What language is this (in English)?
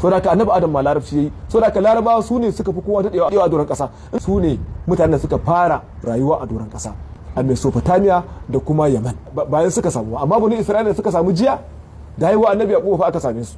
Hausa